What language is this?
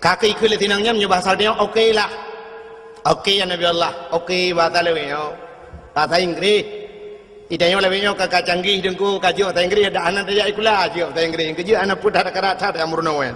Achinese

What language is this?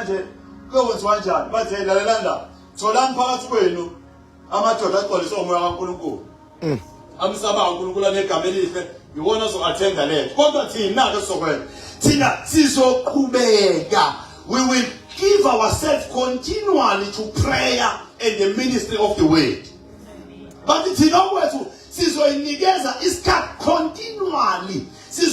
Zulu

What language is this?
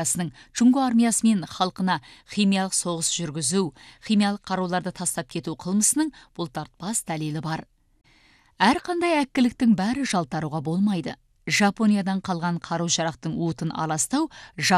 Kazakh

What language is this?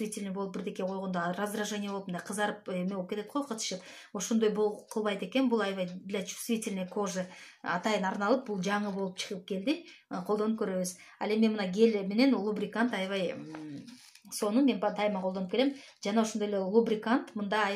Kyrgyz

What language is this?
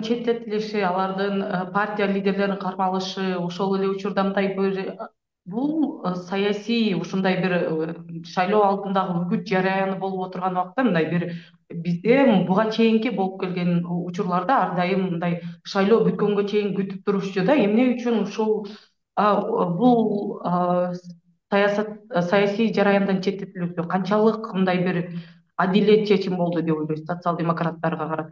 Kyrgyz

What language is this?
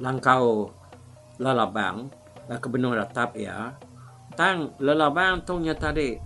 Iban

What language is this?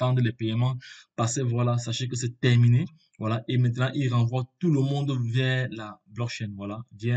French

